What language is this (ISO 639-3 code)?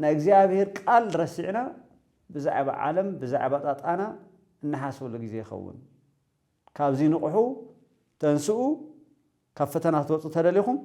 tir